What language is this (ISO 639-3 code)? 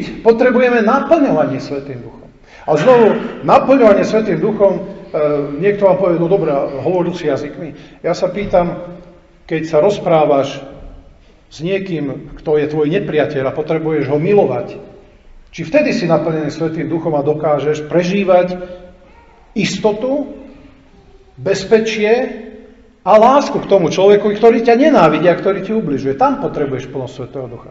slk